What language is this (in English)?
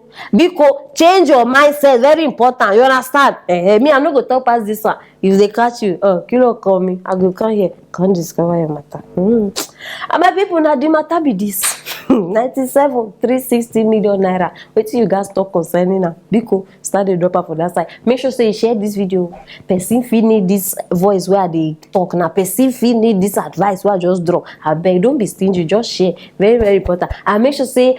Nigerian Pidgin